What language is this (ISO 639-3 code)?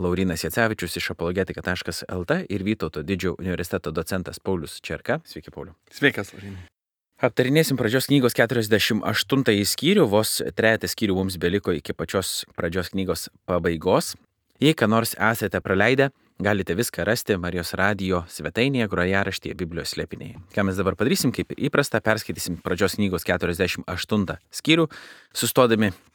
lit